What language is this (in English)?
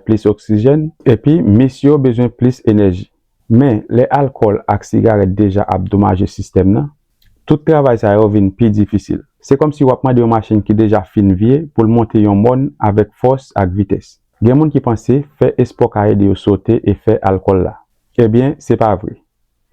Haitian Creole